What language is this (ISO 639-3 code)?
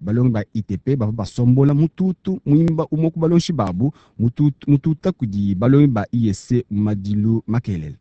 lua